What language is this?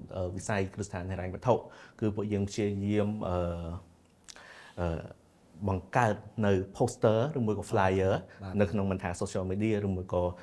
Khmer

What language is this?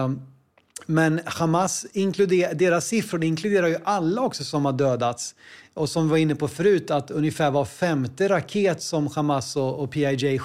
Swedish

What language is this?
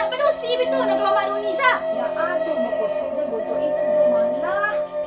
Minangkabau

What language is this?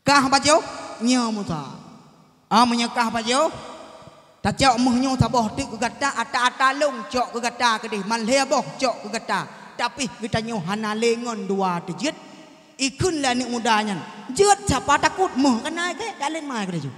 Achinese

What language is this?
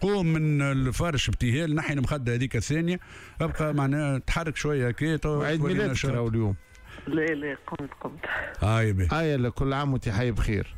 Tunisian Arabic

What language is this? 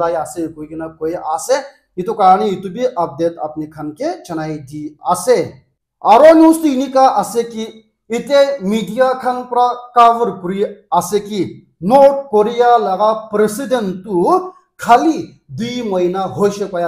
Naga Pidgin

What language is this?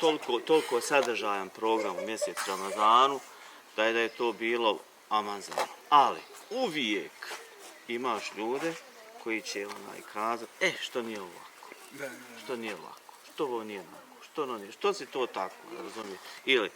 Bosnian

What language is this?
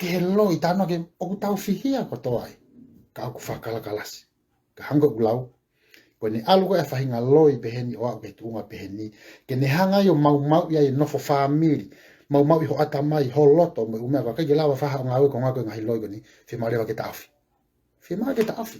Tongan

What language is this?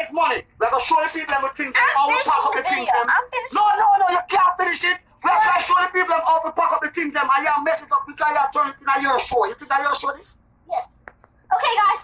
Jamaican Creole English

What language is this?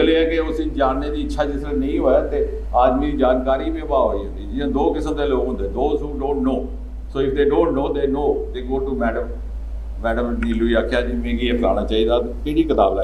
Dogri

